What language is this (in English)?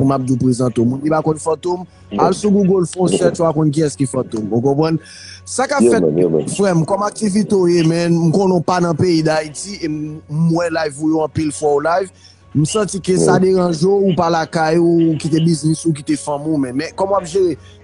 Haitian Creole